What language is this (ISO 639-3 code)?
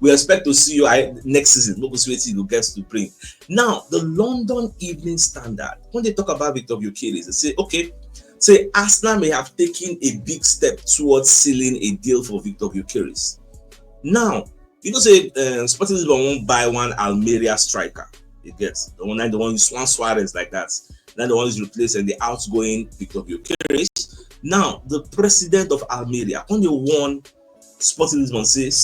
pcm